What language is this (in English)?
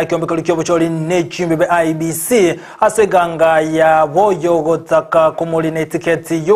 Gusii